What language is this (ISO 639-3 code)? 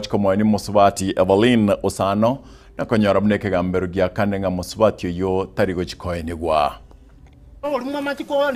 guz